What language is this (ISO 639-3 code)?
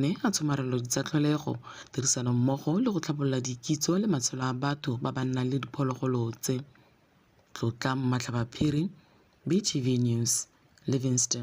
tsn